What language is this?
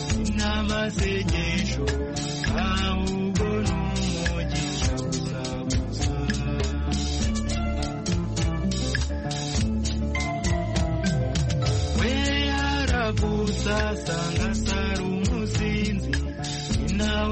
Kinyarwanda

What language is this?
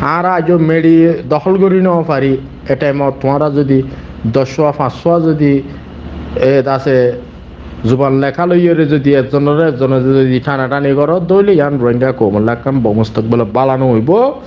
Rohingya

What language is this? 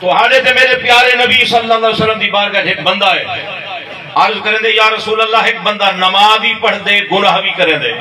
Saraiki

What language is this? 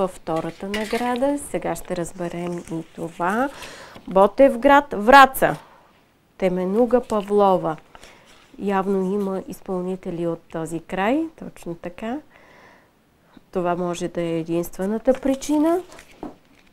Bulgarian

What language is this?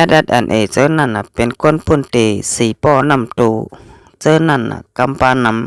Shan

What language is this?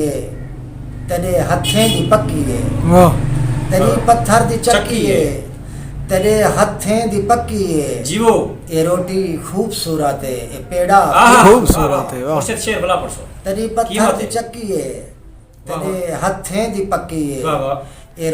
Saraiki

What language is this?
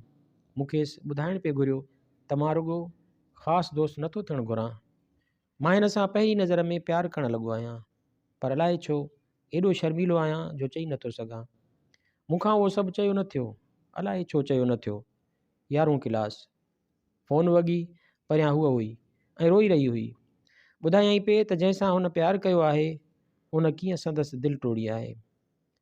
Sindhi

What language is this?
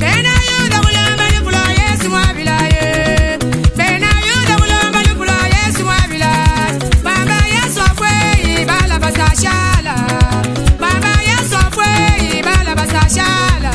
Luba-Lulua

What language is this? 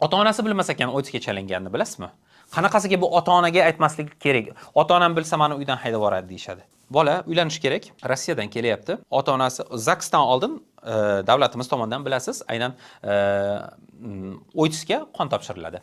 Uzbek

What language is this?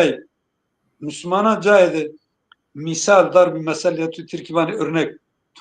Zaza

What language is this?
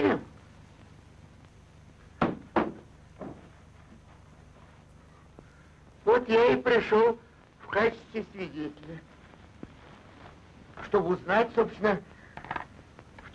Russian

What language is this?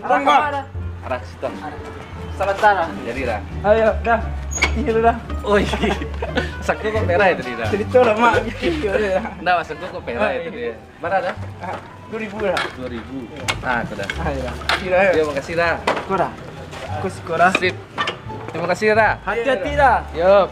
Minangkabau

